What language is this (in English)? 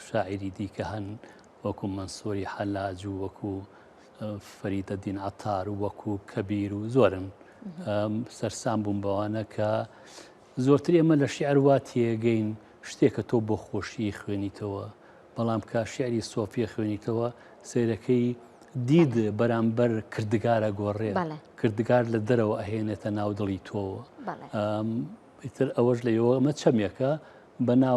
Central Kurdish